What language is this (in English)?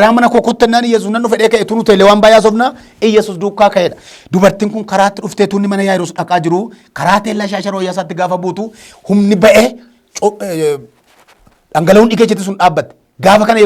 Oromo